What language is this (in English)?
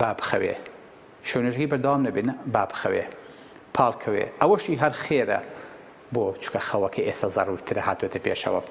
Central Kurdish